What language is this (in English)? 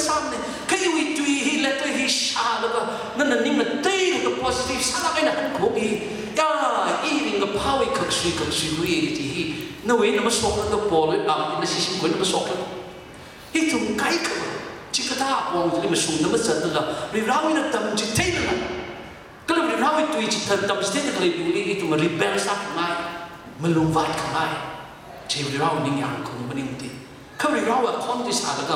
Tangkhul Naga (India)